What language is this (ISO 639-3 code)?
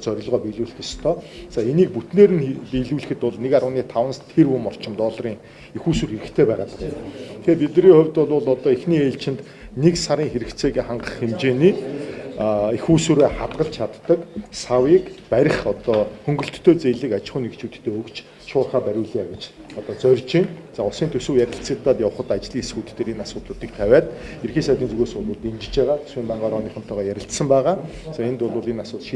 mon